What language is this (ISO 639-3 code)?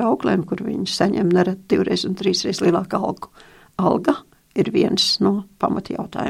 lav